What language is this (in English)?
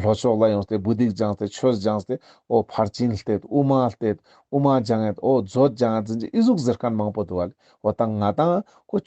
Ladakhi